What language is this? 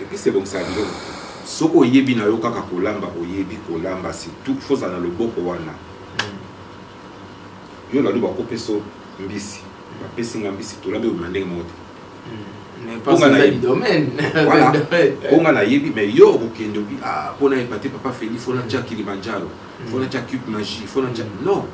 Lingala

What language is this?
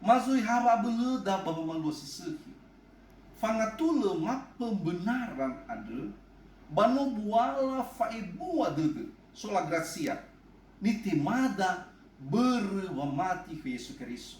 Nias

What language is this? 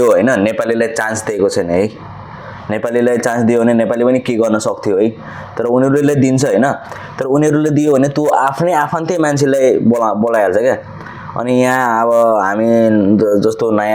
Nepali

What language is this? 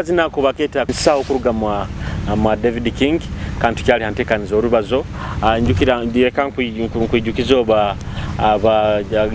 Nyoro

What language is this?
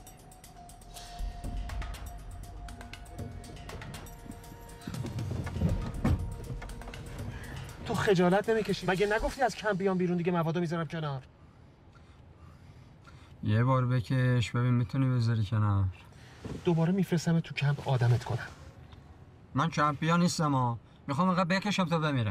Persian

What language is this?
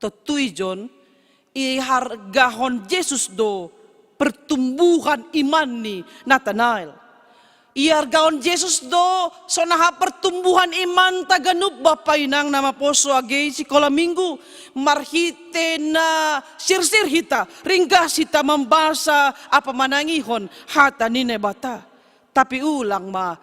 Batak Simalungun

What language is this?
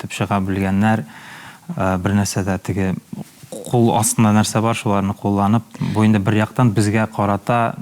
Tatar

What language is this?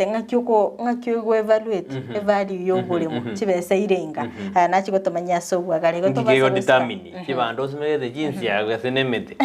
Gusii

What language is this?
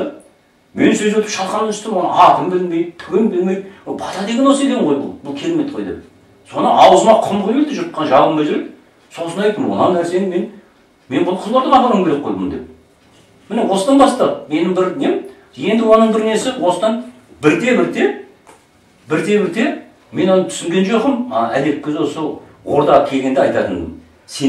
Kazakh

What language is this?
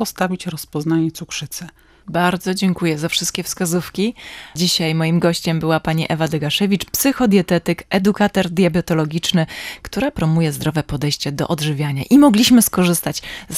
Polish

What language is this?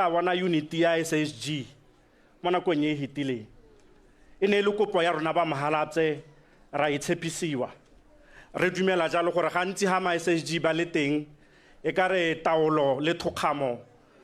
Tswana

